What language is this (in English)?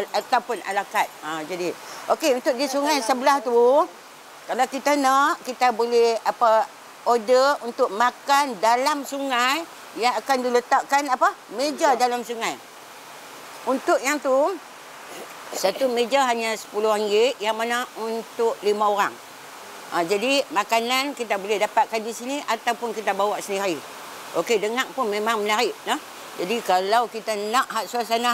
Malay